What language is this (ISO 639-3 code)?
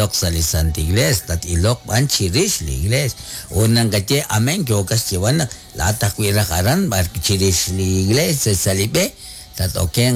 kek